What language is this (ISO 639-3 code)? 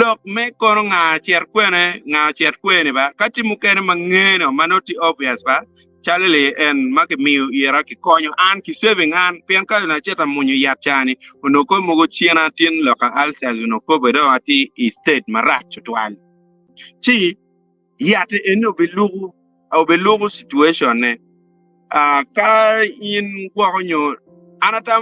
ach